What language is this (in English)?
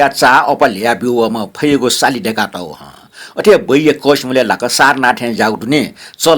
Newari